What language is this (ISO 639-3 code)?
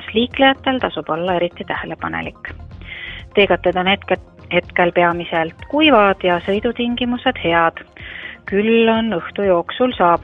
est